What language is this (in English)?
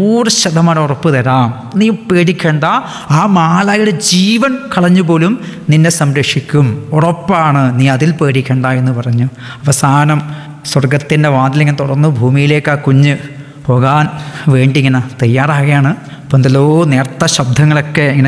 Malayalam